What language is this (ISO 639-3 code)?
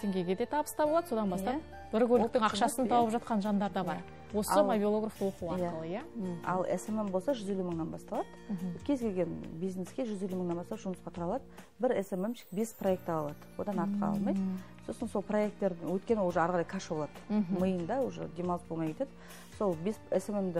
kaz